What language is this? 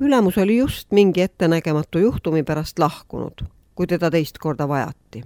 Estonian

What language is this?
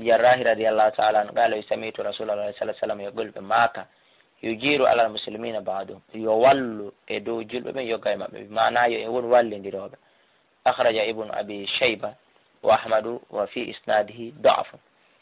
Fula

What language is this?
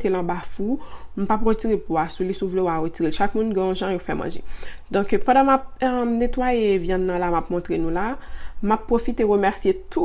Haitian Creole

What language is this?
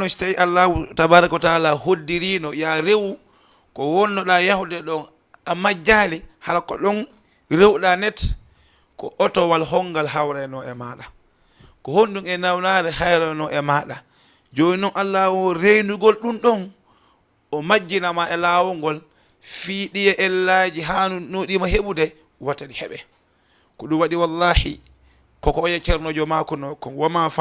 Fula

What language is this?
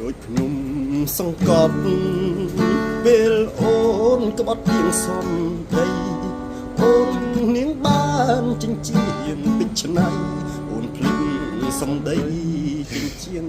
Khmer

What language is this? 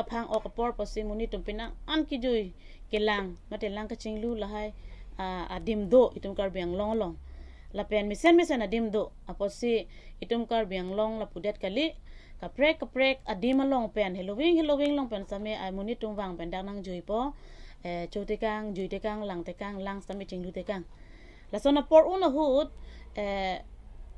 Karbi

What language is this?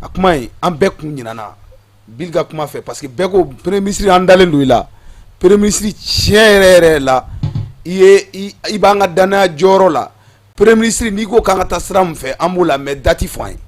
Bambara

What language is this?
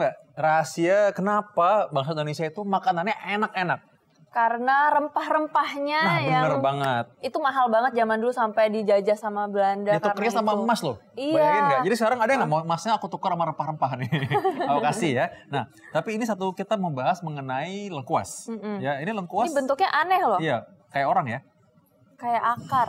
Indonesian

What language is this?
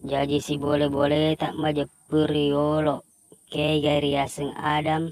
Buginese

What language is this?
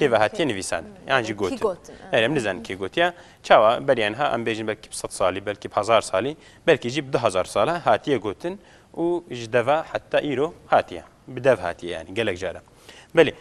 Kurdish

